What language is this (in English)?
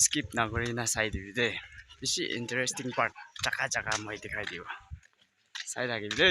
Naga Pidgin